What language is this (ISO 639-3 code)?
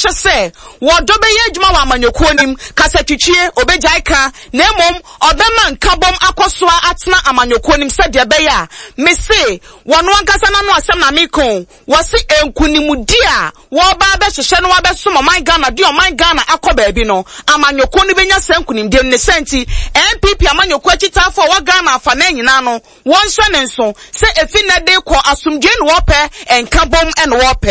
aka